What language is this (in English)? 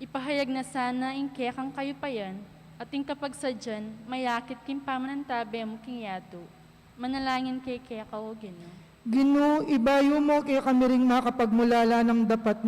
Pampanga